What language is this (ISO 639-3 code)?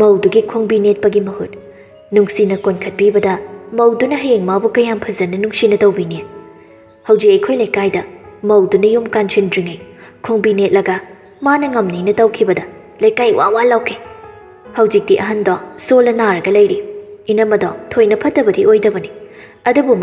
mni